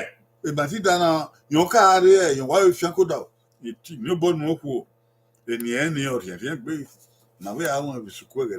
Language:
Bini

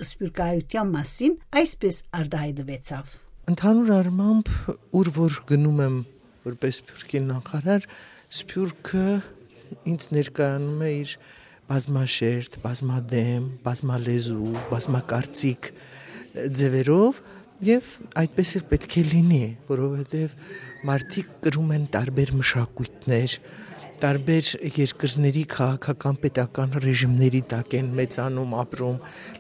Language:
Armenian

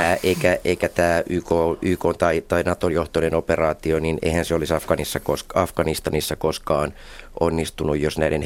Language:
Finnish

